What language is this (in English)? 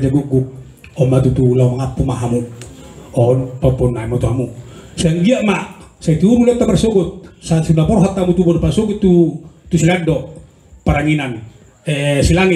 Batak Toba